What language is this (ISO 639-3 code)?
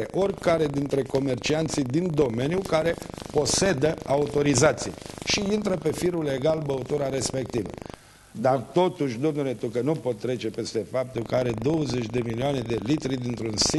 ron